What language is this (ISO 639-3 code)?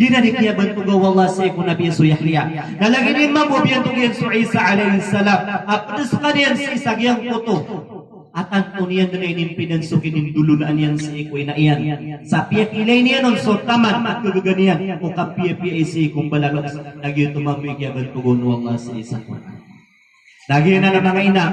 mrw